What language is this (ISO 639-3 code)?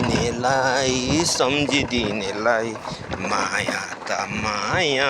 nep